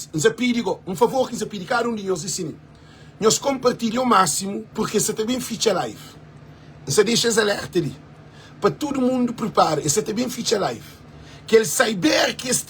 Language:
Kabuverdianu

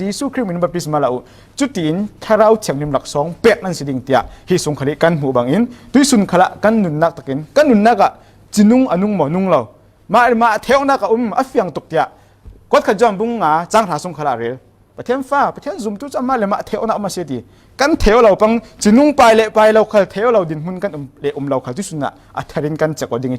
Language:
Falam Chin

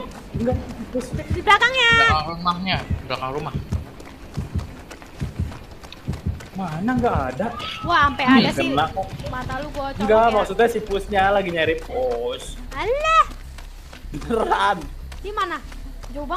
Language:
Indonesian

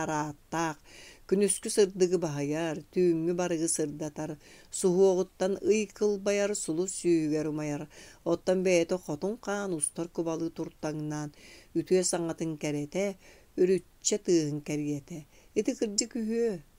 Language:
Yakut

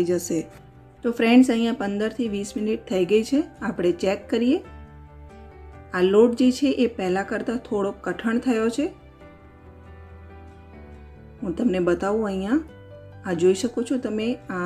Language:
Gujarati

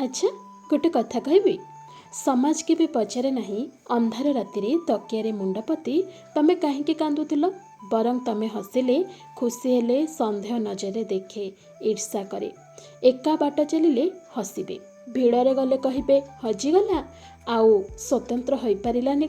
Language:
Odia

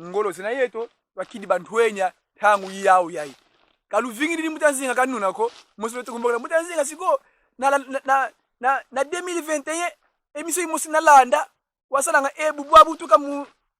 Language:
Kongo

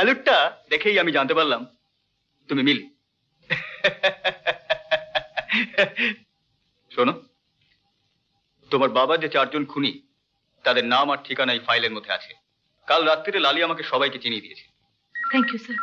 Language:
Bangla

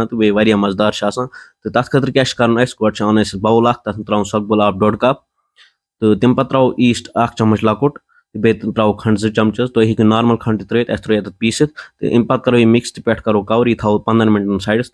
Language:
Kashmiri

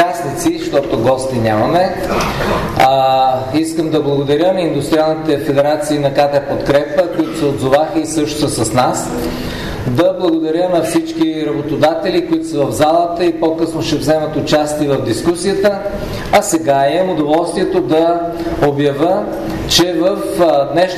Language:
Bulgarian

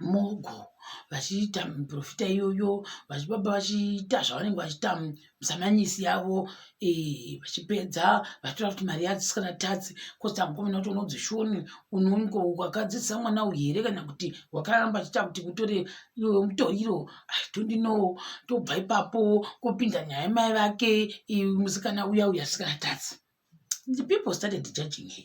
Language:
Shona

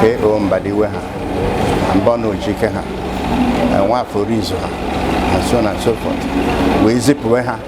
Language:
Igbo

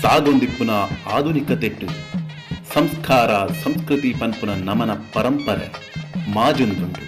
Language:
Tulu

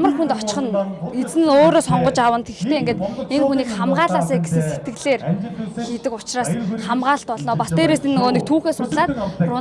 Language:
Mongolian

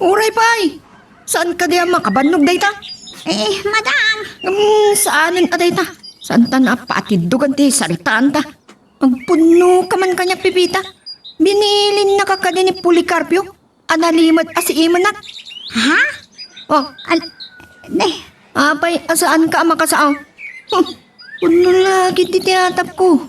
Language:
Iloko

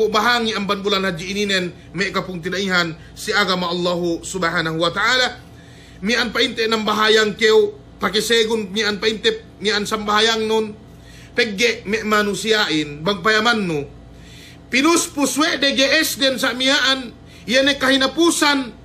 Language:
Yakan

